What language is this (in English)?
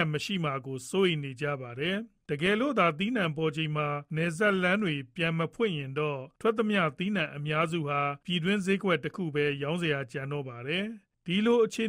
Burmese